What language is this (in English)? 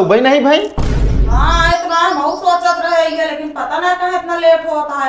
Awadhi